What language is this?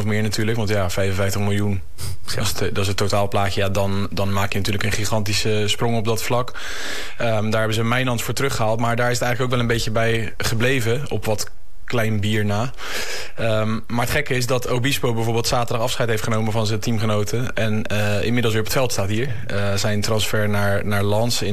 Dutch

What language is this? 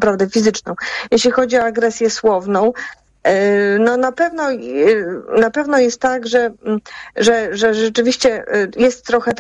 Polish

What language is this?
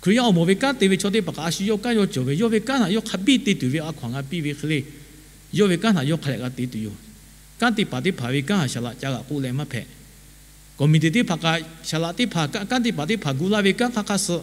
Lahu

